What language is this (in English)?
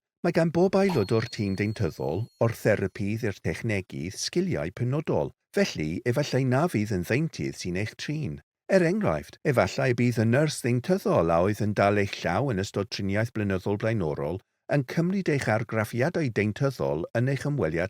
Welsh